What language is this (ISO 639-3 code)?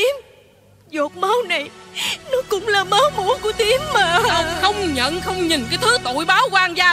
vie